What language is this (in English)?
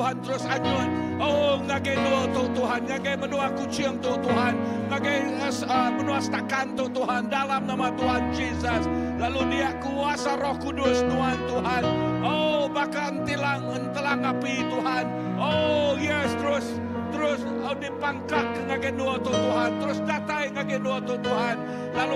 Iban